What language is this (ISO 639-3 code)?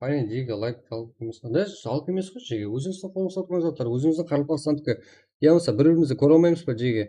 kaa